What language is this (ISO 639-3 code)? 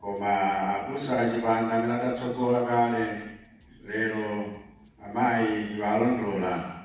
nya